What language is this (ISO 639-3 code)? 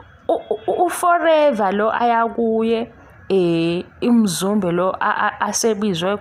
zul